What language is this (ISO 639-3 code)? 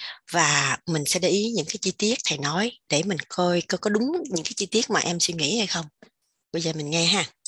vie